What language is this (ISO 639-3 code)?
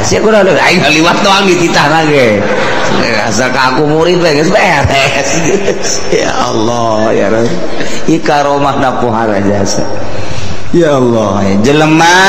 sun